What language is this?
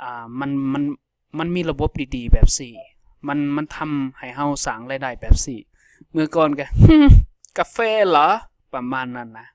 Lao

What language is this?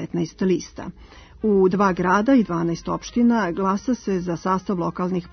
Serbian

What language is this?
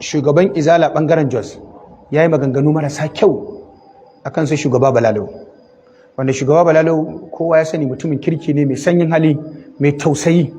Hausa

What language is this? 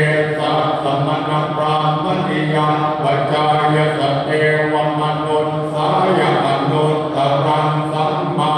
Pali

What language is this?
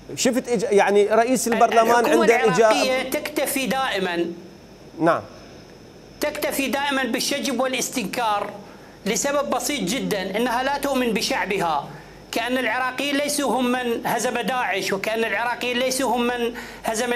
Mesopotamian Arabic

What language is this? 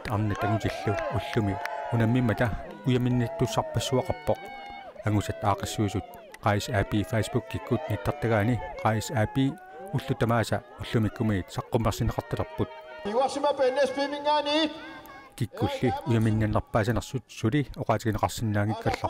Kalaallisut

